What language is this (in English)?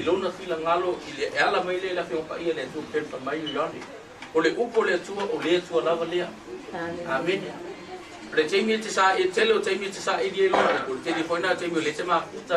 Samoan